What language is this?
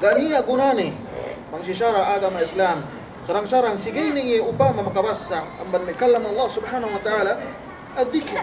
Yakan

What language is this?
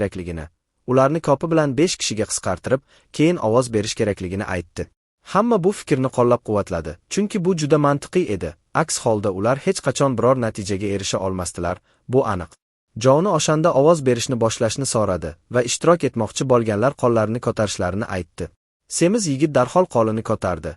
Uzbek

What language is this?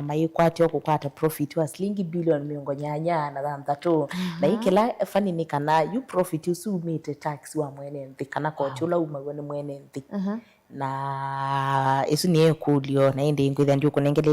Kamba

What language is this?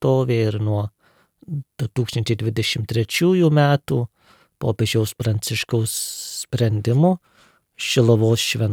Lithuanian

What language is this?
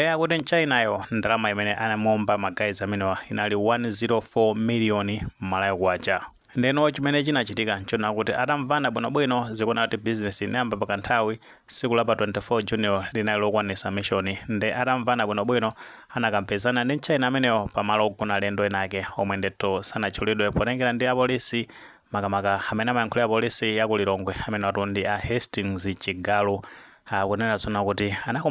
Nyanja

